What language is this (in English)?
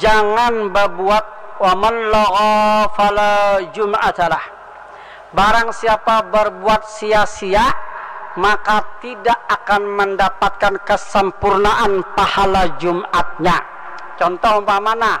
Banjar